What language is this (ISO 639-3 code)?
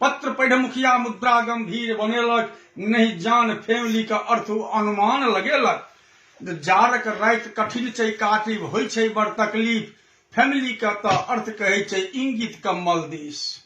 mai